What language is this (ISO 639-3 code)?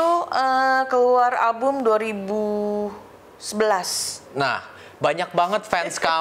ind